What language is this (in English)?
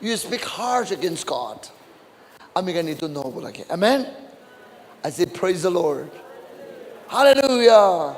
Naga Pidgin